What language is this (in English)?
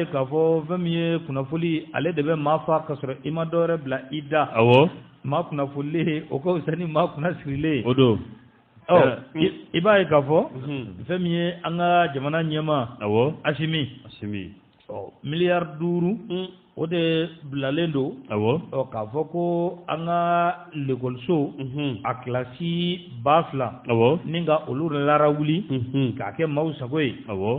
Bambara